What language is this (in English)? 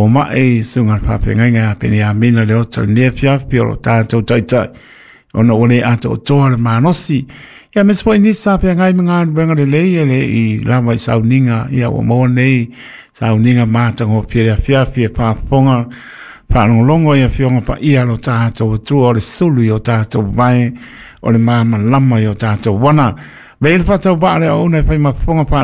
Samoan